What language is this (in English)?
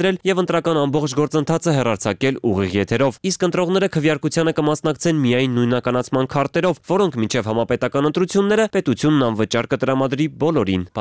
Armenian